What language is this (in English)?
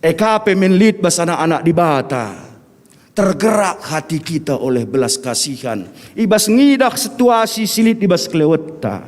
Batak Karo